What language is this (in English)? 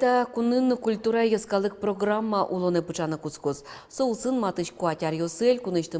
Udmurt